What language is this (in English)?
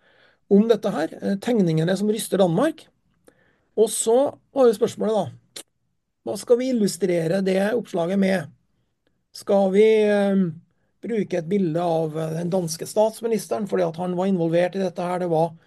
Norwegian